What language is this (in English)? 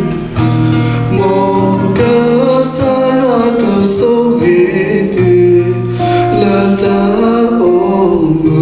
S'gaw Karen